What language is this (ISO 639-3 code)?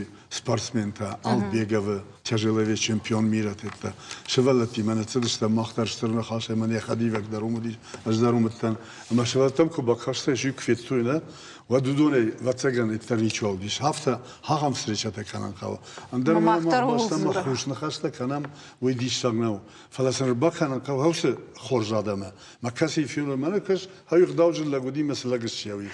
oss